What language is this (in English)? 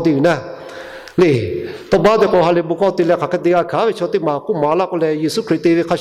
Lahu